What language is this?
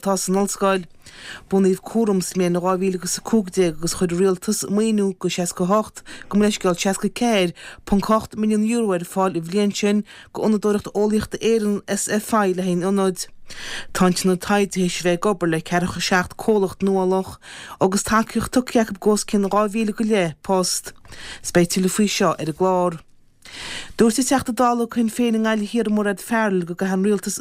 Irish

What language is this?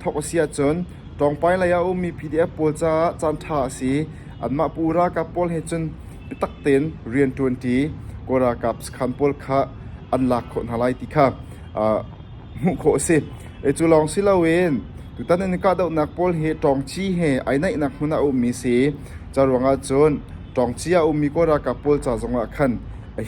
Hakha Chin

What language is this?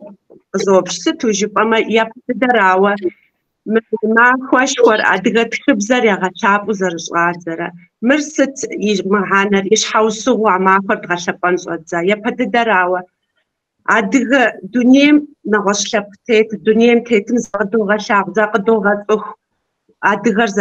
Kabardian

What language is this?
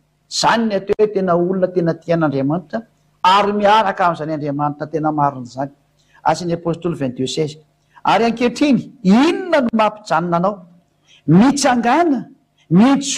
Malagasy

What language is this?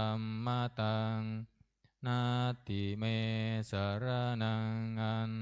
Pali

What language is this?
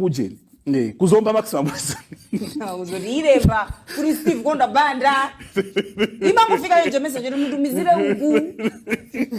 Nyanja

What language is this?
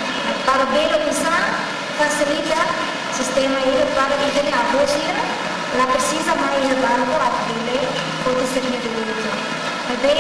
Tetum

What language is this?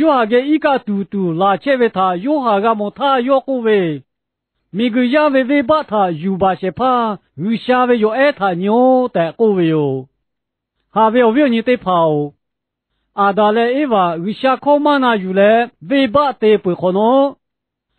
Lahu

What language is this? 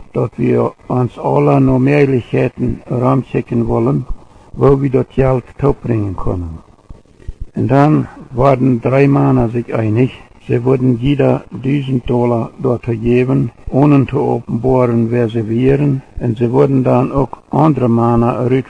Plautdietsch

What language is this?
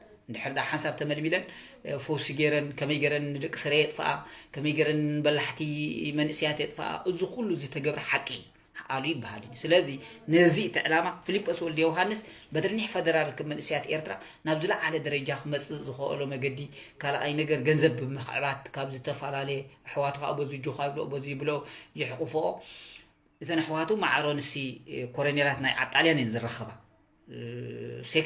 Tigrinya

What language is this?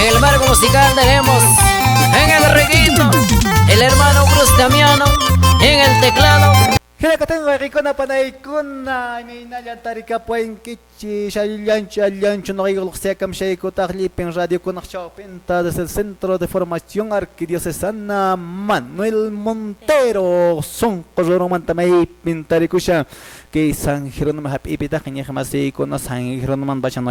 Quechua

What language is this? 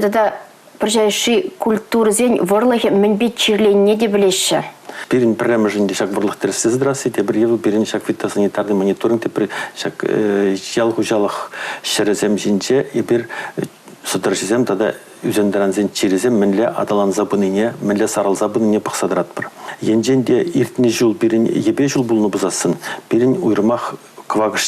Chuvash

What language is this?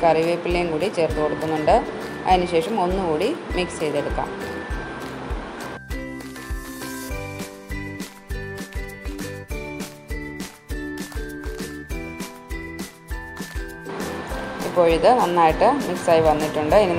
Malayalam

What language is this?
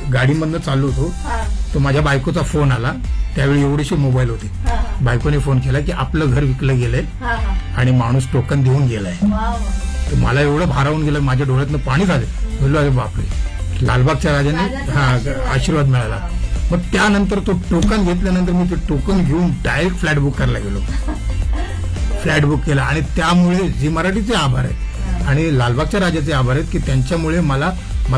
Marathi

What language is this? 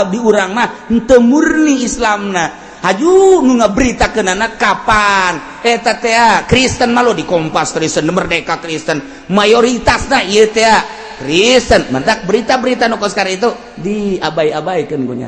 Sundanese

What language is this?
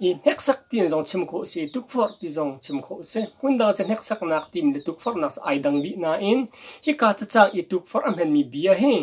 Hakha Chin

